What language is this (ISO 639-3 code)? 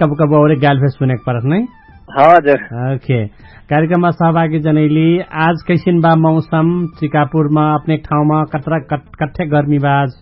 thl